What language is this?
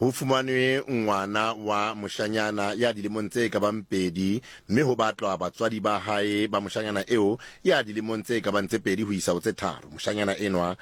Southern Sotho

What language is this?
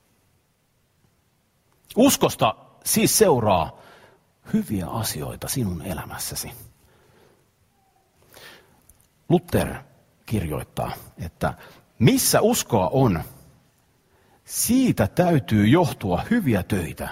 Finnish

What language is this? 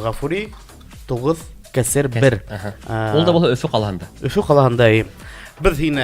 Bashkir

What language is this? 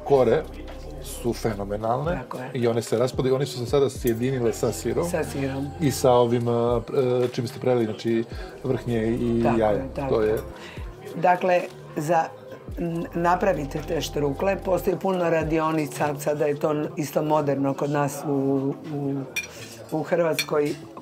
Croatian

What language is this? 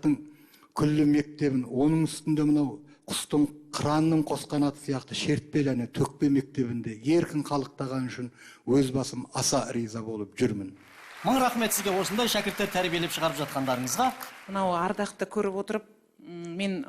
Kazakh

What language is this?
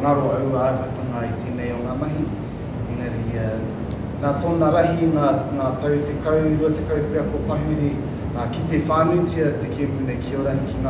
Māori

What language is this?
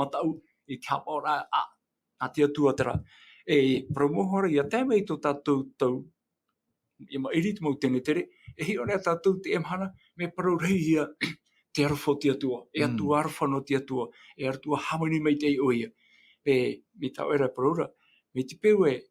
Tahitian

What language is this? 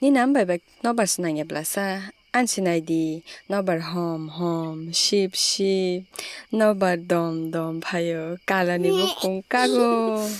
Kok Borok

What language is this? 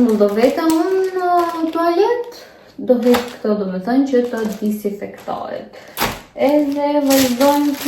Albanian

